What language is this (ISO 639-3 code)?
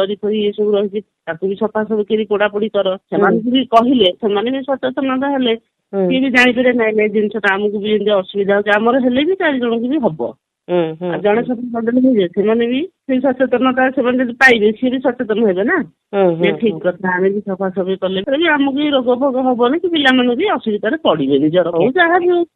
ori